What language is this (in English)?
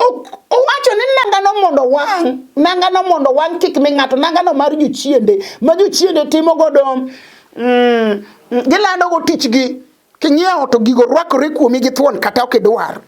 Luo (Kenya and Tanzania)